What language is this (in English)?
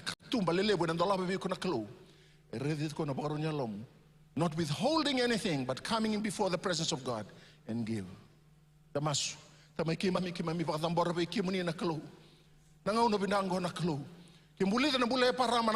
Fijian